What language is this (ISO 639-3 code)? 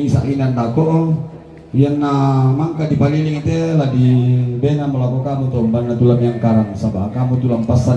sda